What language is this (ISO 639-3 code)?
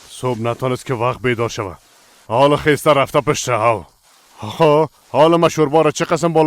fas